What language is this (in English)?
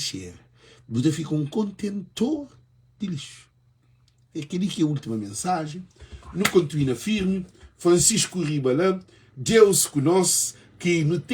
Kabuverdianu